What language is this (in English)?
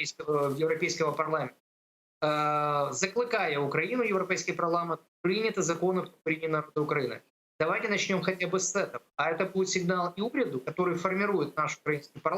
Crimean Tatar